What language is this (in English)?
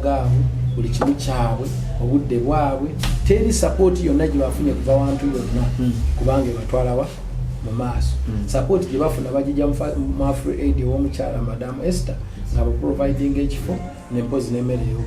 Ganda